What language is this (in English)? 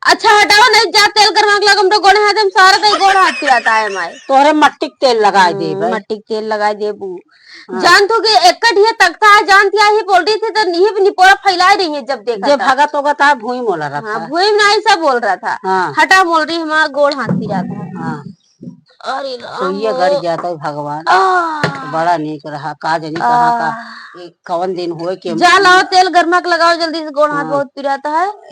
Awadhi